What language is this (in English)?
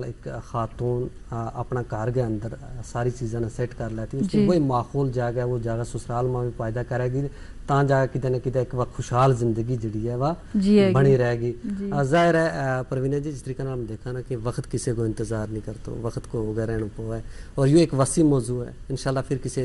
Gujari